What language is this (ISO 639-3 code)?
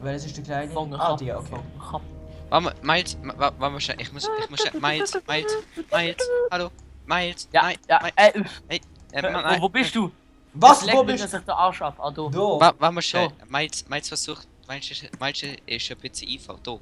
gsw